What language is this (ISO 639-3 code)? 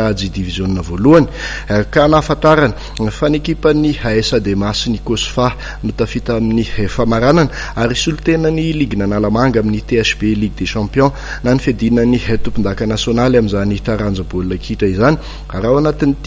mlg